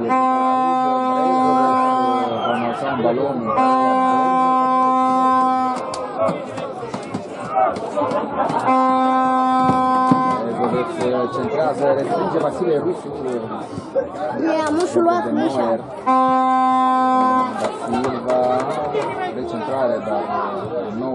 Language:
Romanian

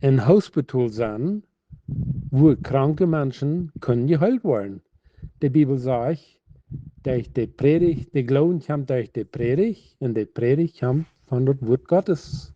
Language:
Plautdietsch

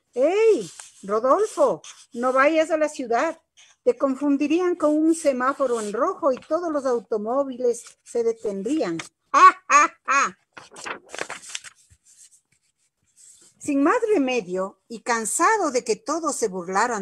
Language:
Spanish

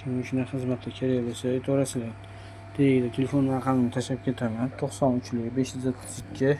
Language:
Uzbek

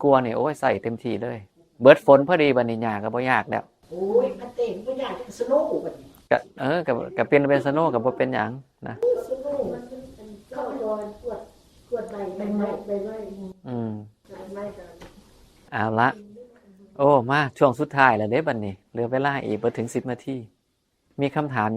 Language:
Northeastern Thai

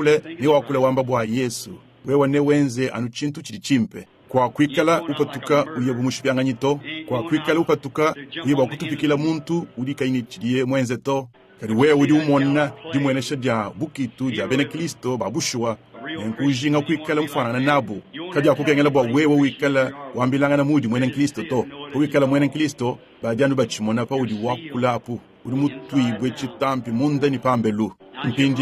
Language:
Luba-Lulua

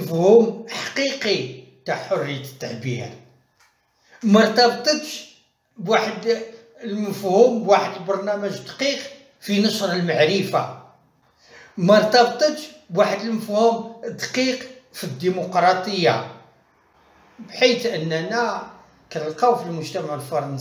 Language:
Moroccan Arabic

